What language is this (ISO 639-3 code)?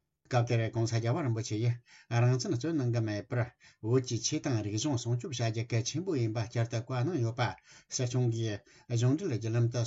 bod